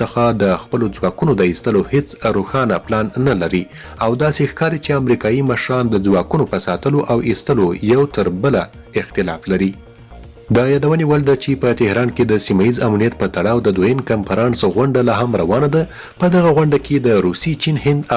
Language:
Pashto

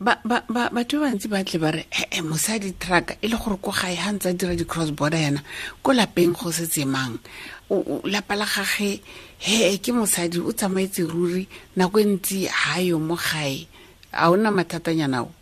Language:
Tswana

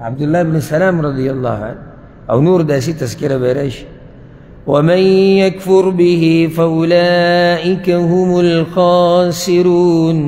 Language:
Pashto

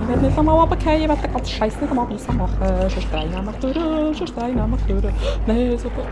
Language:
Swiss German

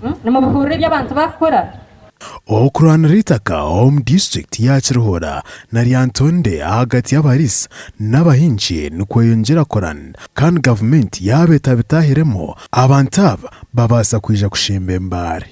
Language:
Nyankole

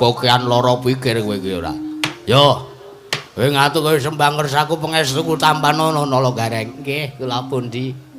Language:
Javanese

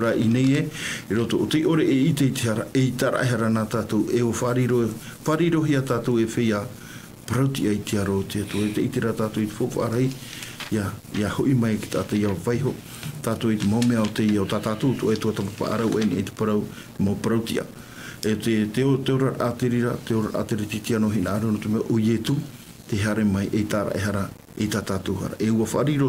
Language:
Tahitian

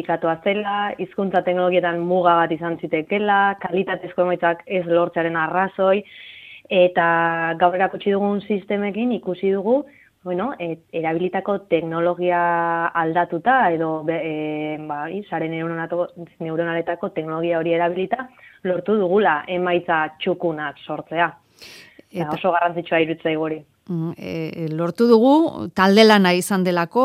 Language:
Basque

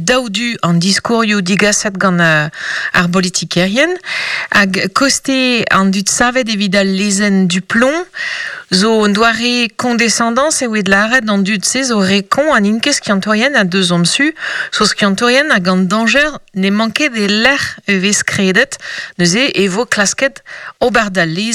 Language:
Breton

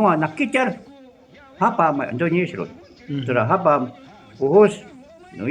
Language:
Shuar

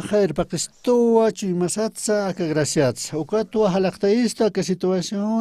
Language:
Aymara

